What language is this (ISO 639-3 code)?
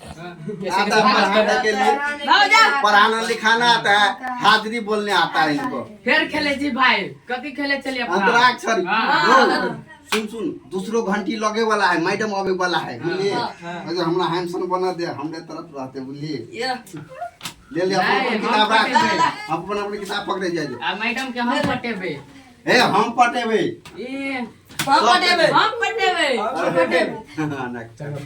mai